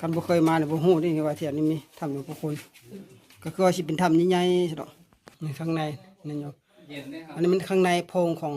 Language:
Northeastern Thai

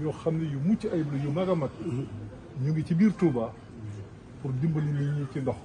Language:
Wolof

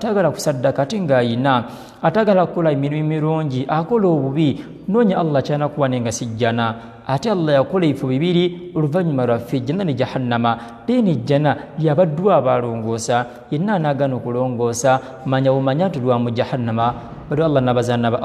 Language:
Ganda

